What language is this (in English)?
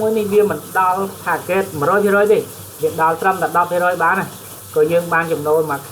Khmer